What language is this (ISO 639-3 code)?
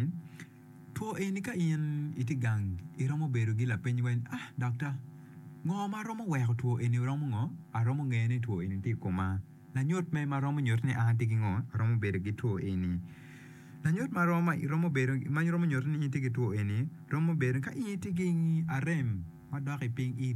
ach